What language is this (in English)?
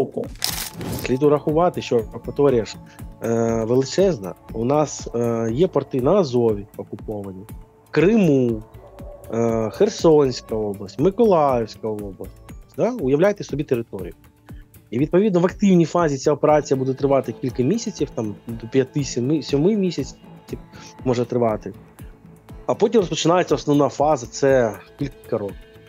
Ukrainian